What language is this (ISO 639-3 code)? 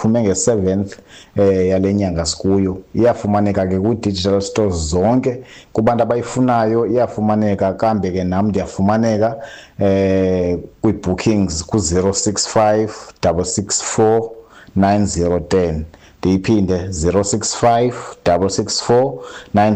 xho